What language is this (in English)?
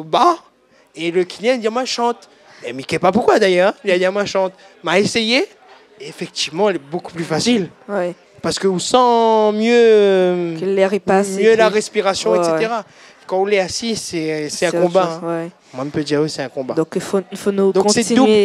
Réunion Creole French